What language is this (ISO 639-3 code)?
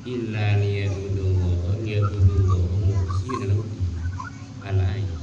mad